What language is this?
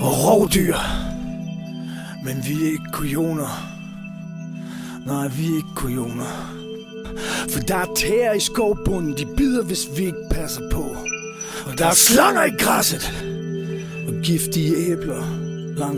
Danish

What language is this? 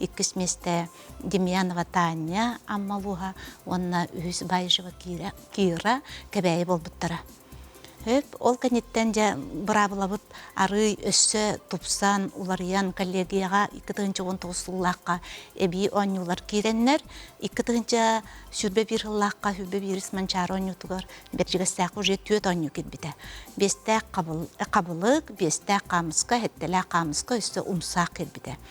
Yakut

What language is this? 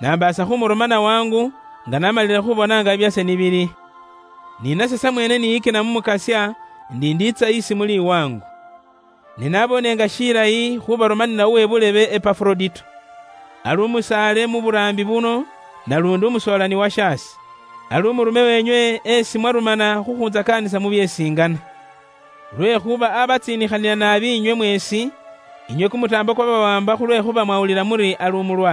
Luyia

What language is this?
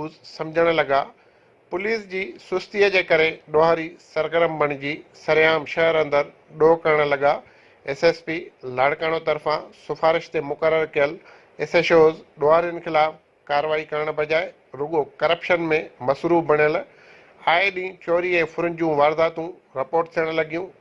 Sindhi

